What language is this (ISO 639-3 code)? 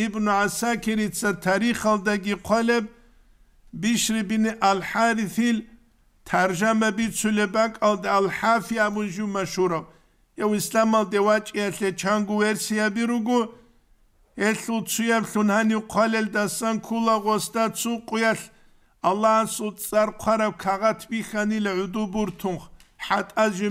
ava